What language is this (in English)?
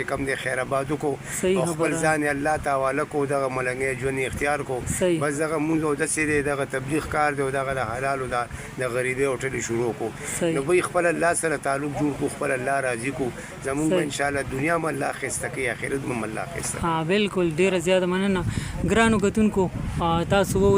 Pashto